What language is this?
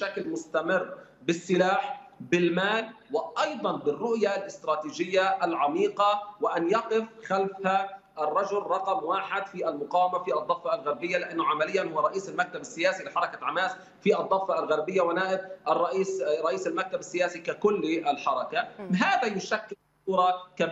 Arabic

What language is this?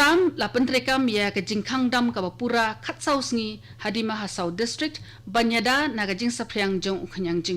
Khasi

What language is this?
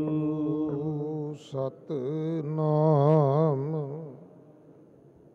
Punjabi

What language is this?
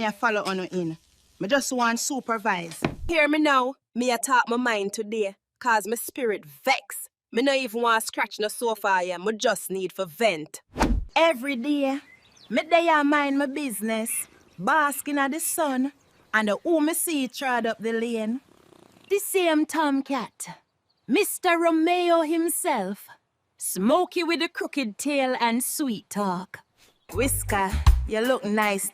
Jamaican Creole English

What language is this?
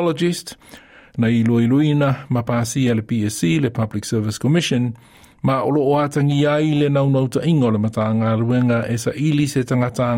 Samoan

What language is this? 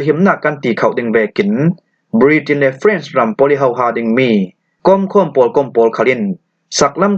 Falam Chin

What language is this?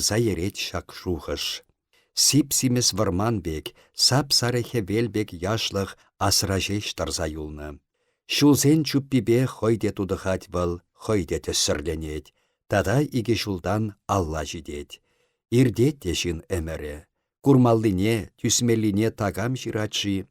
Chuvash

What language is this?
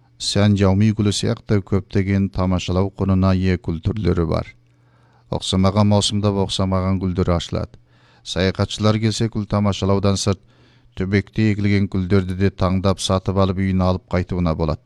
Kazakh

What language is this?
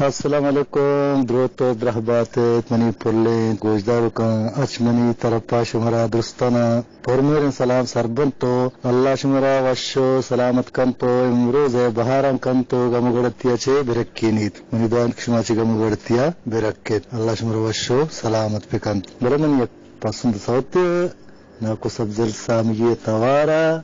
Eastern Balochi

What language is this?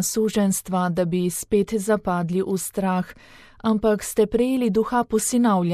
Slovenian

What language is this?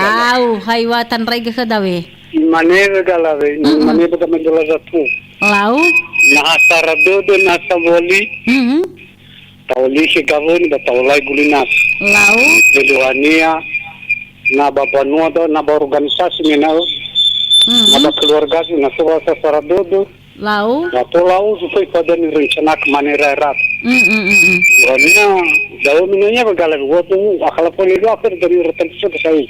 Nias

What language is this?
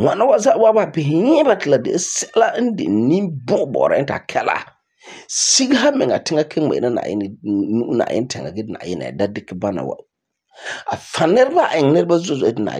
Frafra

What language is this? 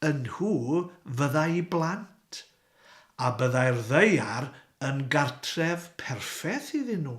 Welsh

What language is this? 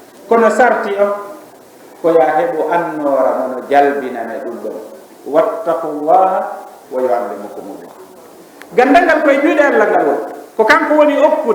Fula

